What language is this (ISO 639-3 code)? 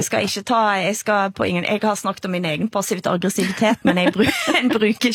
swe